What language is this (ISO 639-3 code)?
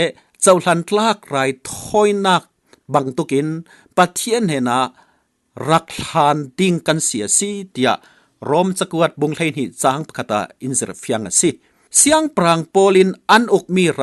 cfm